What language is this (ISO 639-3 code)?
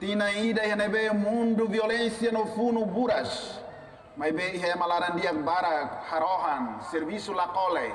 tet